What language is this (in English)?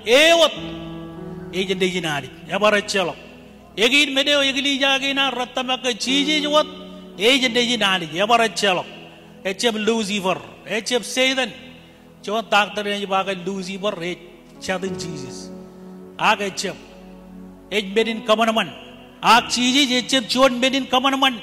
Marshallese